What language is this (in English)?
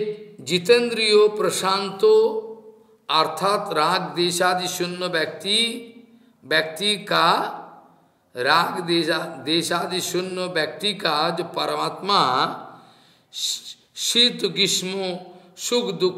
Hindi